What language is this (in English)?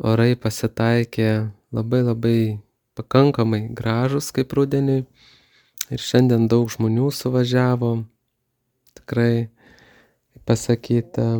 Lithuanian